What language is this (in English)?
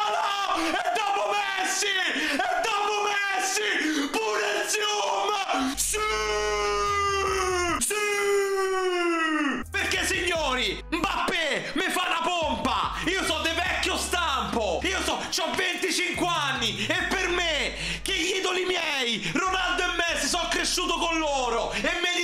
Italian